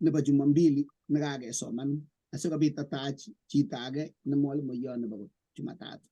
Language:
Kalenjin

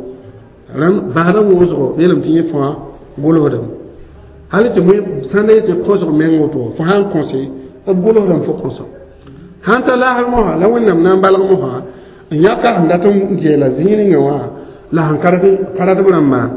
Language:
Mossi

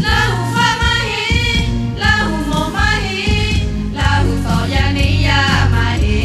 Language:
Lahu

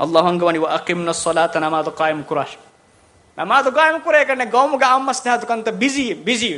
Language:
Divehi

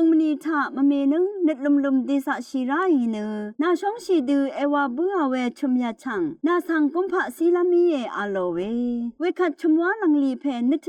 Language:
Rawang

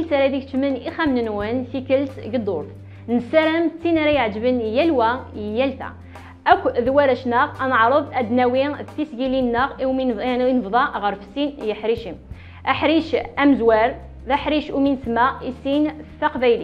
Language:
Kabyle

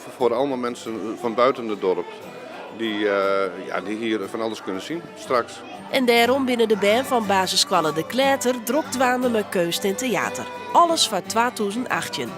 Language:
Western Frisian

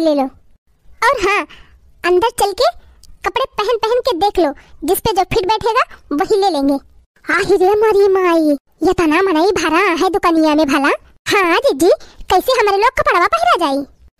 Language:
Awadhi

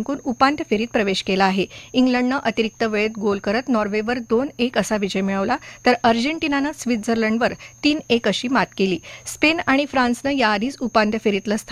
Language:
Marathi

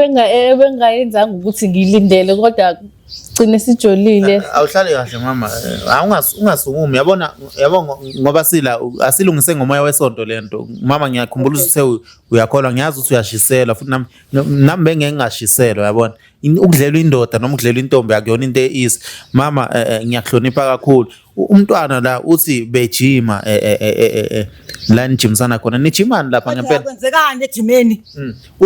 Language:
Zulu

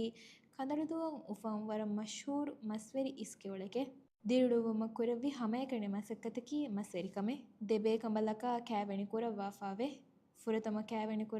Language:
Divehi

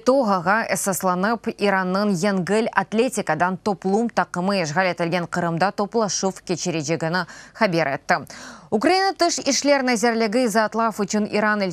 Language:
Crimean Tatar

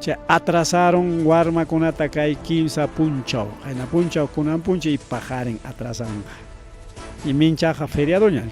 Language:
Ayacucho Quechua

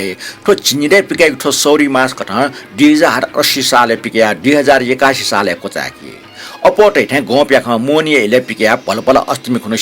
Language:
Newari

